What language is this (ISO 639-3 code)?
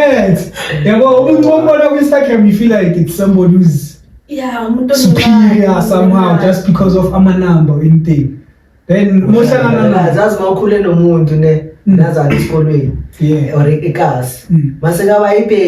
zul